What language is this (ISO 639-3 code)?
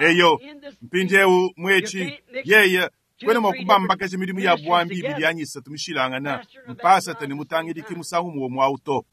lua